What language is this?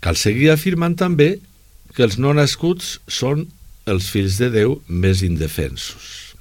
Catalan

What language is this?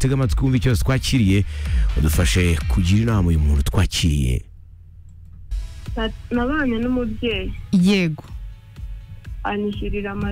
Kinyarwanda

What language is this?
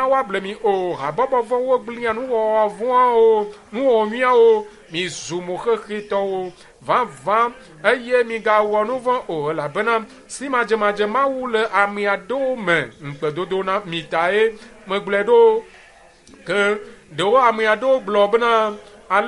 Ewe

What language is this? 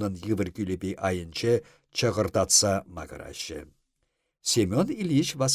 Chuvash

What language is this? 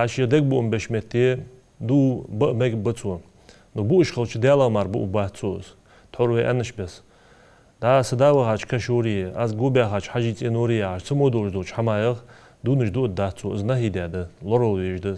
Ingush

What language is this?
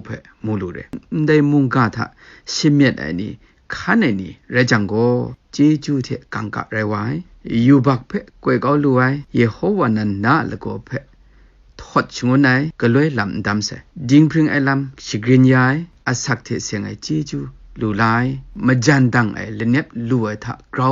Kachin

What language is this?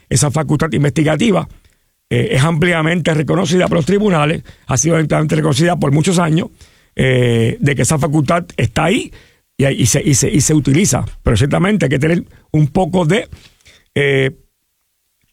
Spanish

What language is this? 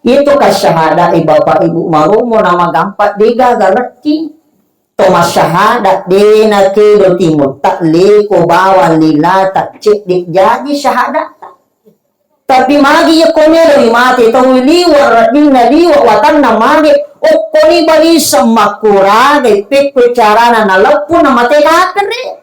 Buginese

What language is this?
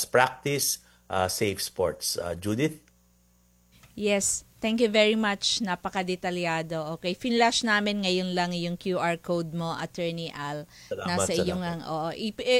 Filipino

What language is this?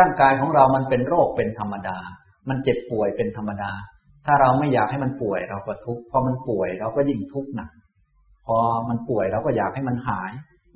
Thai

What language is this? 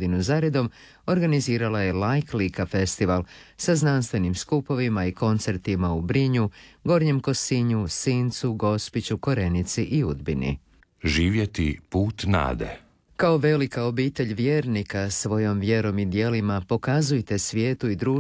Croatian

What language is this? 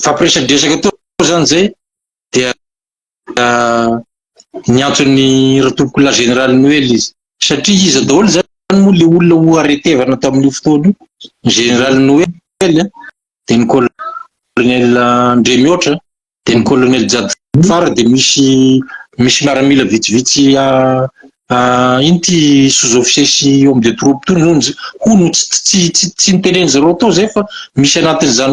Malagasy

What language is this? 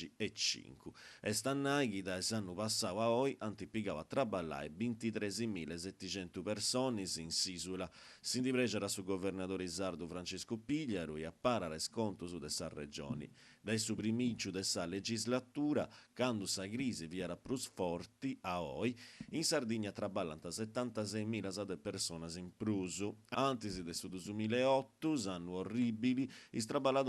Sardinian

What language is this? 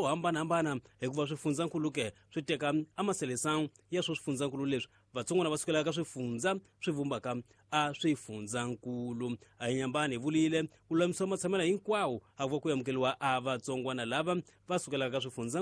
Tsonga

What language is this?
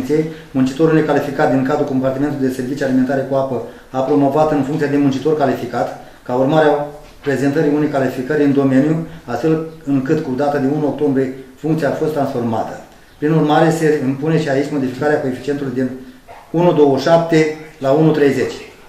Romanian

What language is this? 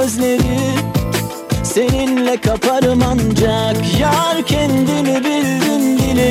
Turkish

